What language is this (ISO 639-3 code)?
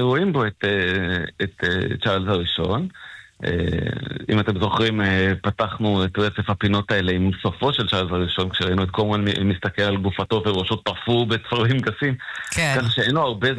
heb